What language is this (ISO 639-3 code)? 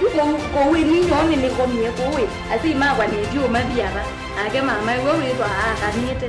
kam